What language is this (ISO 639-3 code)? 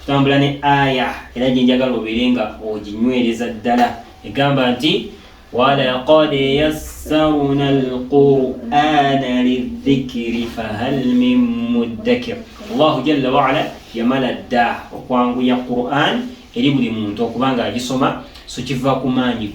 lug